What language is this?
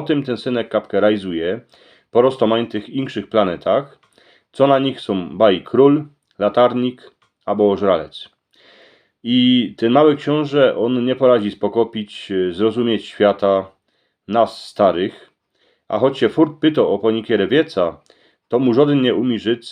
Silesian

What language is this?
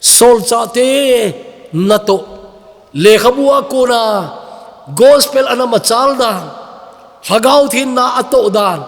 Thado Chin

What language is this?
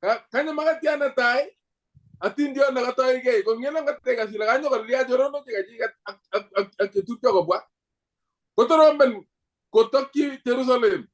Kalenjin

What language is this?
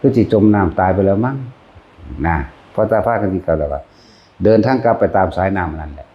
Northeastern Thai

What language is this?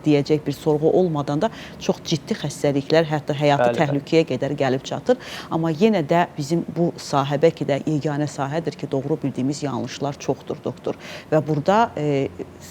Azerbaijani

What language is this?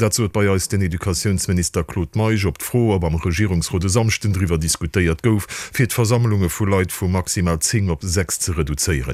Luxembourgish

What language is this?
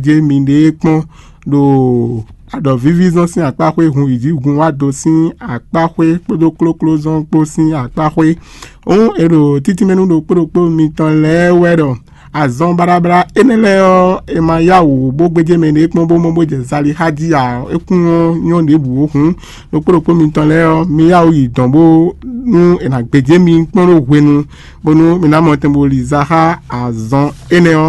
Fon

